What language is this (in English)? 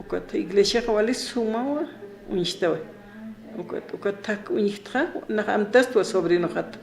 Aymara